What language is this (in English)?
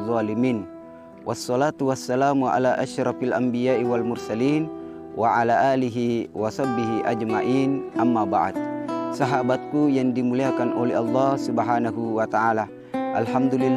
Buginese